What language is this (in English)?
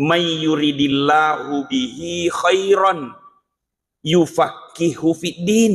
Buginese